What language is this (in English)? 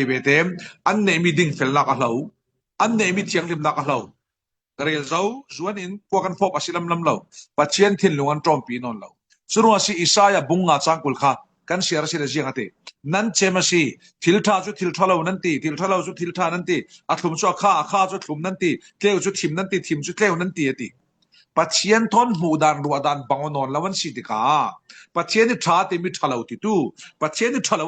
Falam Chin